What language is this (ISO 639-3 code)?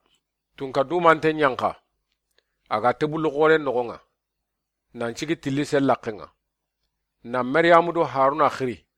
snk